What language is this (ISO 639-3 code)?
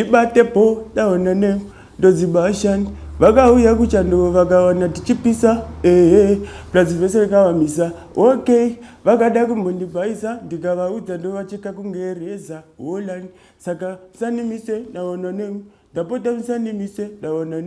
sna